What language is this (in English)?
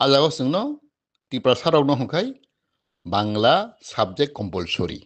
Kok Borok